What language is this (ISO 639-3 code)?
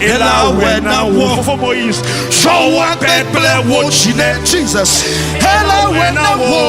ewe